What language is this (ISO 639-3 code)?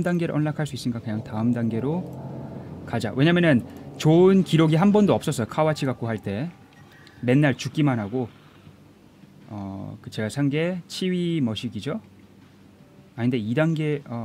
kor